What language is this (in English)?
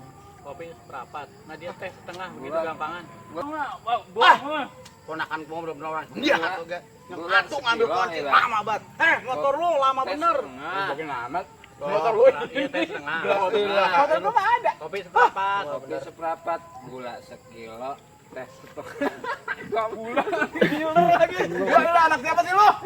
Betawi